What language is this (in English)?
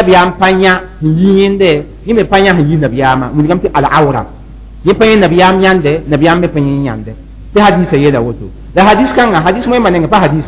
Mossi